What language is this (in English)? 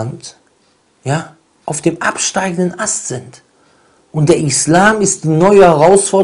German